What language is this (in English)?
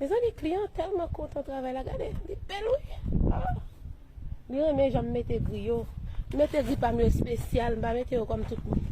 Haitian Creole